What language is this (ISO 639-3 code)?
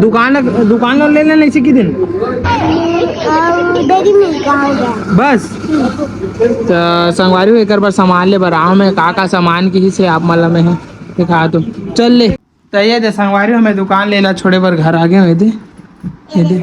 hne